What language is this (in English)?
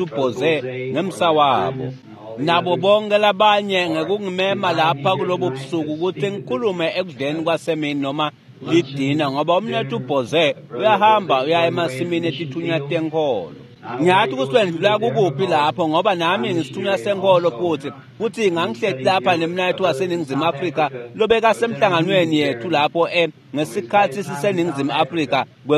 Swati